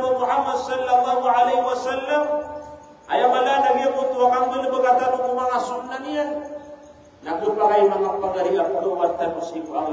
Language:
Maranao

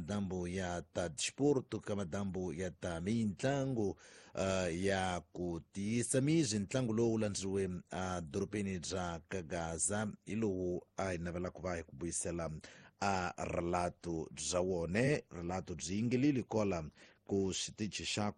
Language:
Tsonga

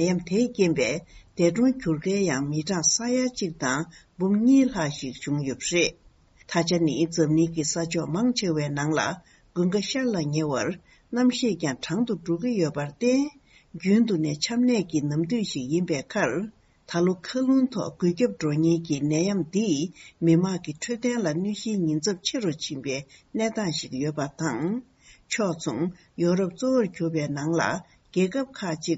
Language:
Tibetan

